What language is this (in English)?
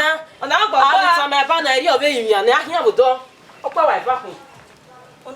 Bini